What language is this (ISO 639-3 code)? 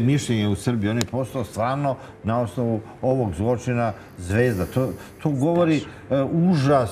srp